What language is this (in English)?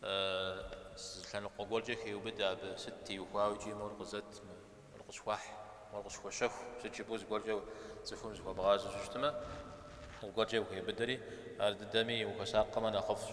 Kabardian